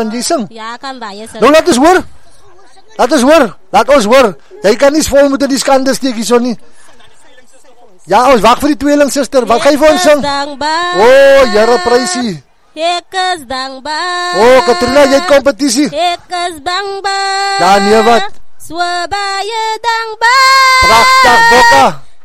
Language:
Afrikaans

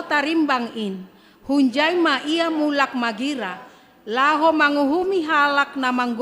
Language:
Batak Simalungun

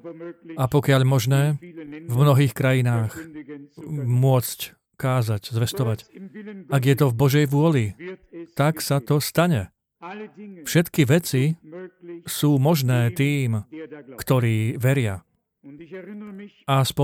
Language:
Slovak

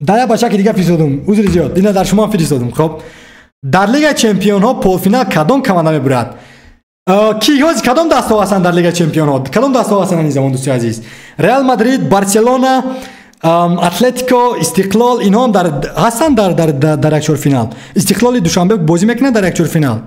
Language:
Tajik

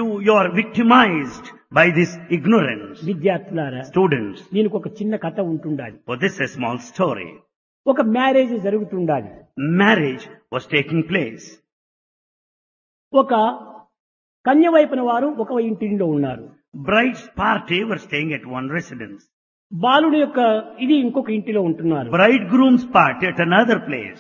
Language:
Telugu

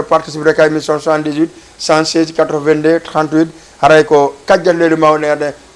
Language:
Fula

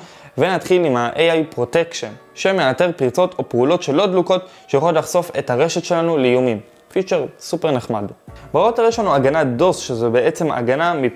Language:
Hebrew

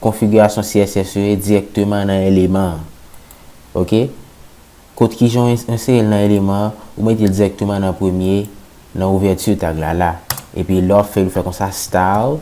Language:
Haitian Creole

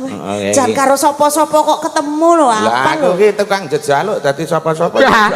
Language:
Javanese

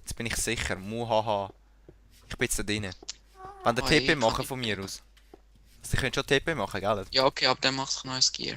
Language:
Swiss German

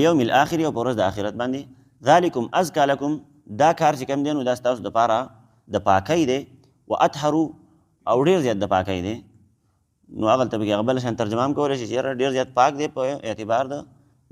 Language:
Pashto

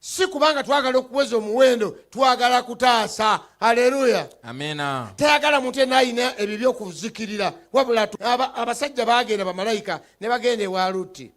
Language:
Ganda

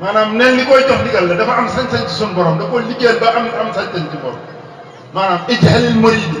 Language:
Wolof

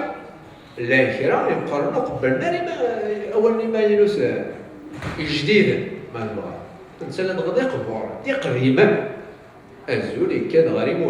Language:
Kabyle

